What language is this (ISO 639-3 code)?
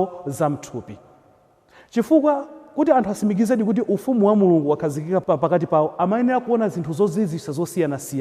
nya